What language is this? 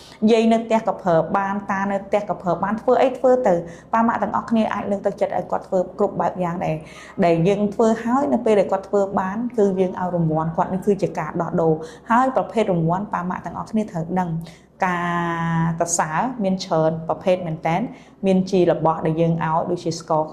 Khmer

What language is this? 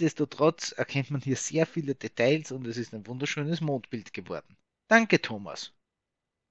German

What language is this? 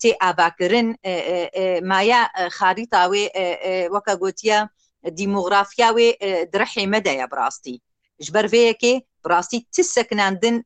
Kurdish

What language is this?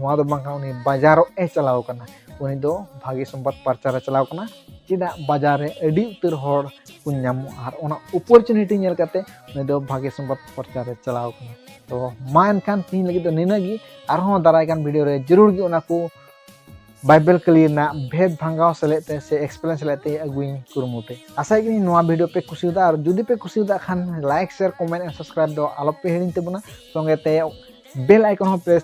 Santali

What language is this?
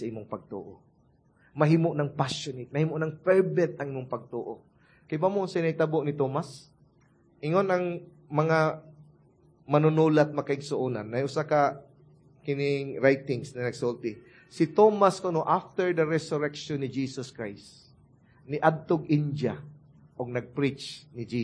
Cebuano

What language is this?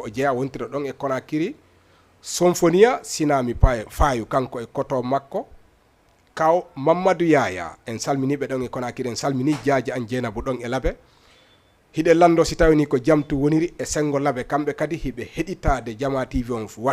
Fula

